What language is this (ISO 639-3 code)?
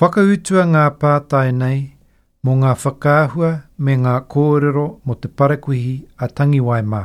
mri